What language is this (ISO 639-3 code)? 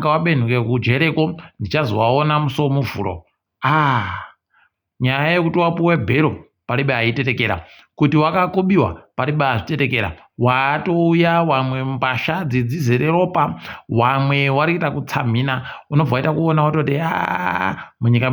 ndc